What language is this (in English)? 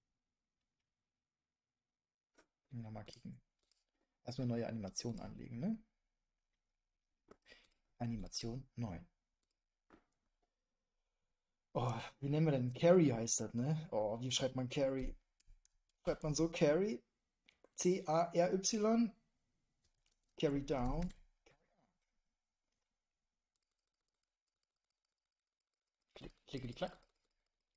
German